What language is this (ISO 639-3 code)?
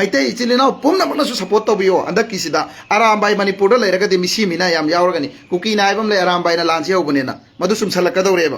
mni